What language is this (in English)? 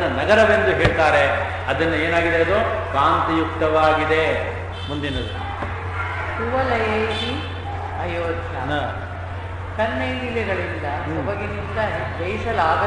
Kannada